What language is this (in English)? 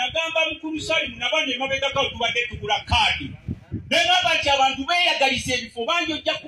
Ganda